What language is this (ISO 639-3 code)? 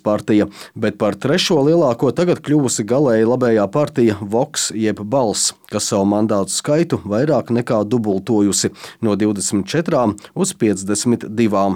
lav